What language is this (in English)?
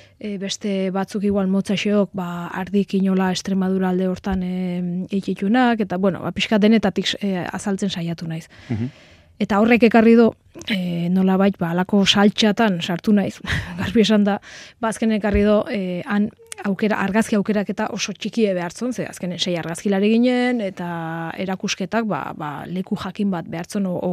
Basque